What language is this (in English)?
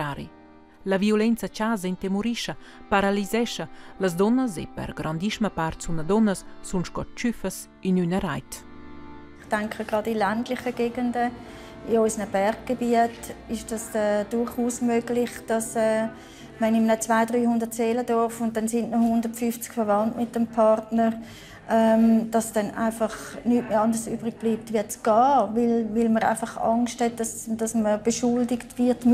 Romansh